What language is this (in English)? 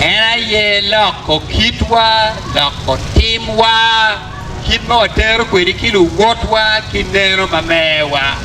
Acoli